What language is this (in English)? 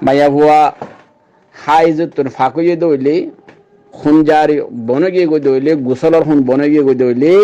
Rohingya